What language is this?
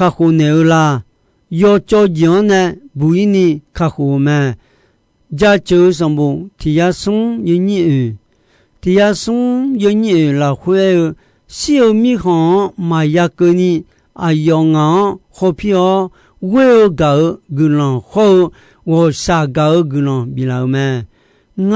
Akha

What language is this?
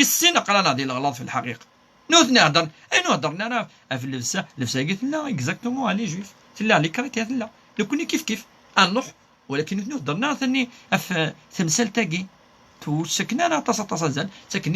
Kabyle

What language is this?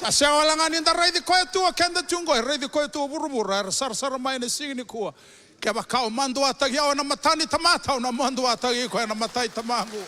Fijian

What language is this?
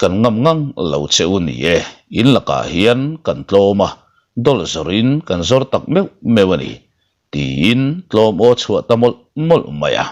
Mizo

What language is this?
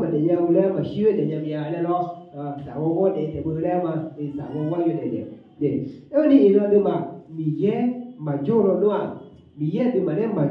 Akha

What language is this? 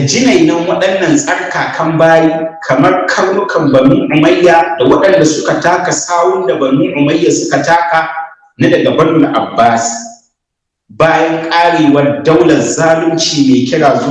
Hausa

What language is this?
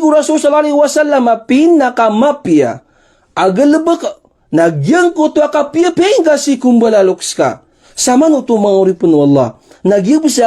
Maranao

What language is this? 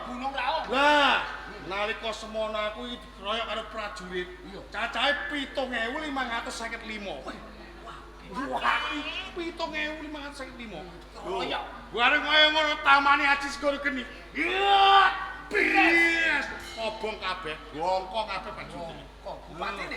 Javanese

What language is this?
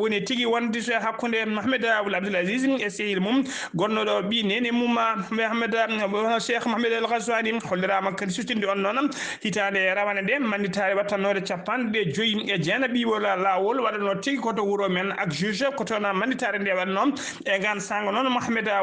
Fula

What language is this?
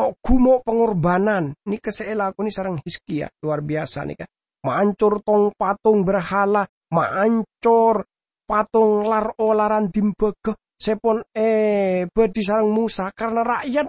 Madurese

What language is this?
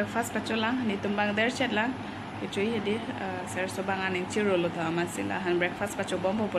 Karbi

